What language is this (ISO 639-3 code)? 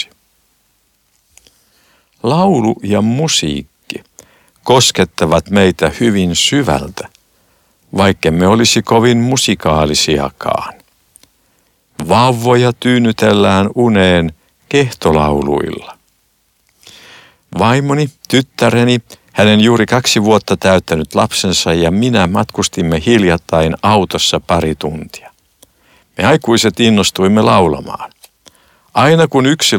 fin